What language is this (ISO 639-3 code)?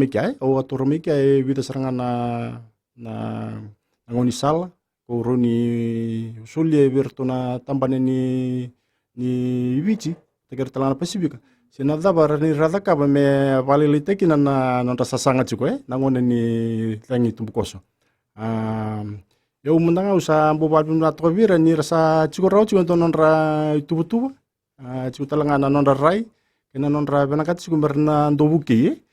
fij